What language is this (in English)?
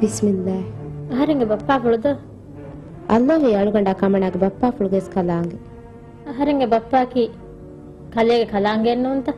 Divehi